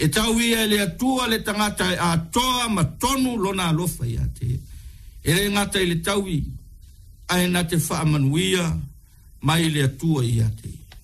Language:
Samoan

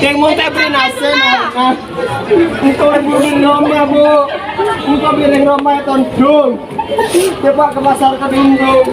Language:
Madurese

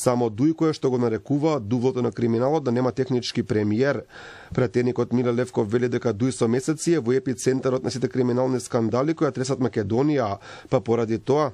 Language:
Macedonian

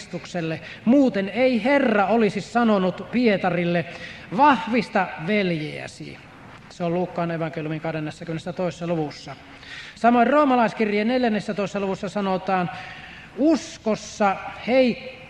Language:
Finnish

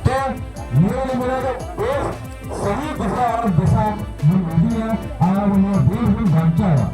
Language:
Santali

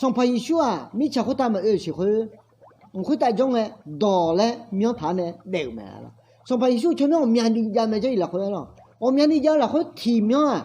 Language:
Akha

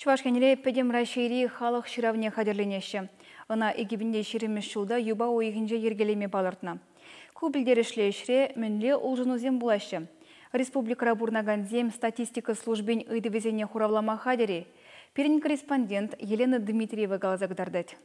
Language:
Chuvash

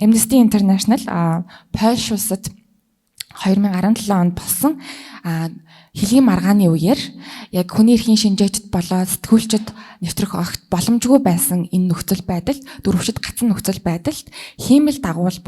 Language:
Mongolian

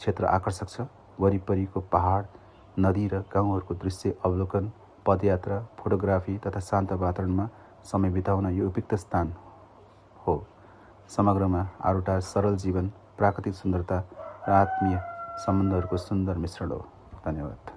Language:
Nepali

